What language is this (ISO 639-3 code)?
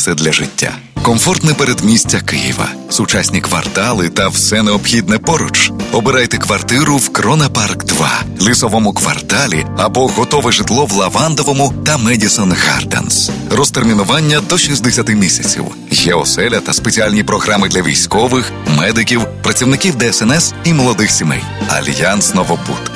ukr